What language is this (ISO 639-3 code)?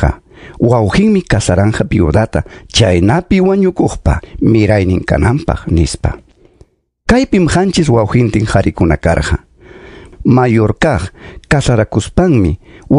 quy